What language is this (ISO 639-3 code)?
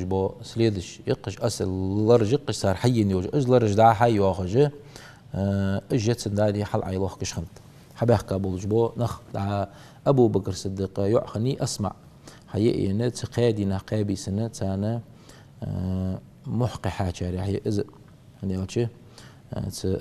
inh